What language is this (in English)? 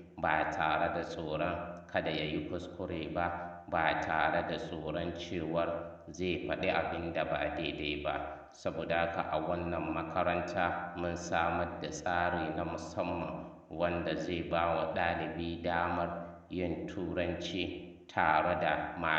Hausa